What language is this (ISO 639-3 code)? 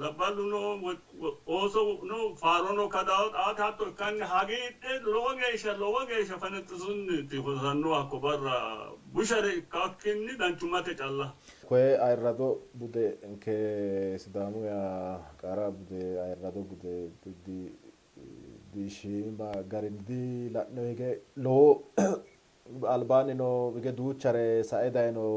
sid